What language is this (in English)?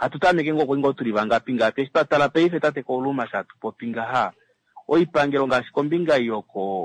Kuanyama